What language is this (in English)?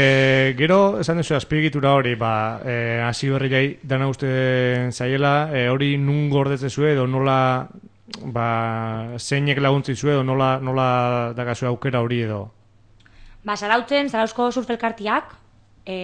Basque